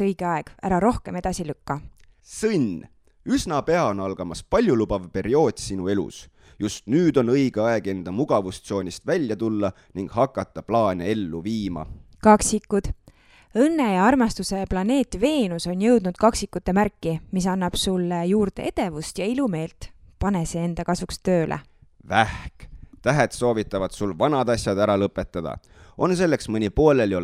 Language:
Estonian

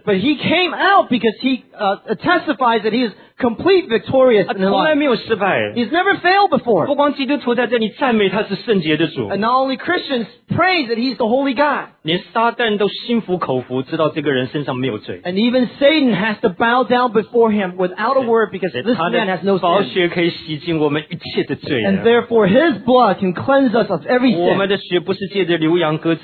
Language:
English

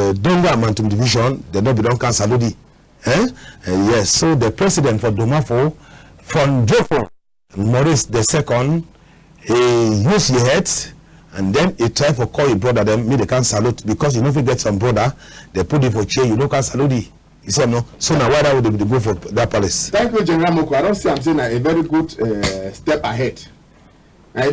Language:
Cameroon Pidgin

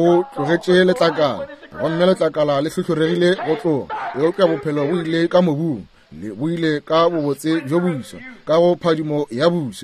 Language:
Northern Sotho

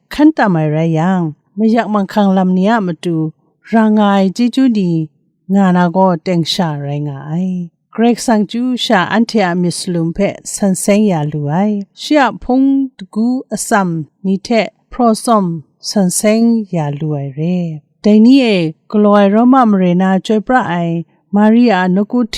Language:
Kachin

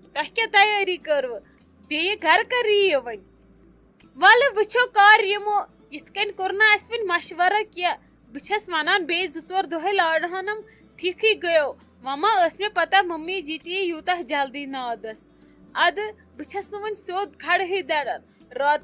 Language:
Kashmiri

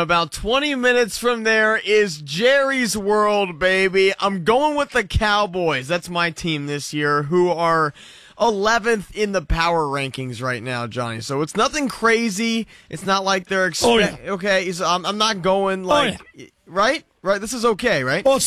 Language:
English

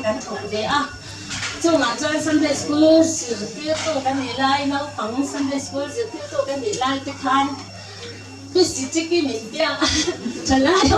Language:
Mizo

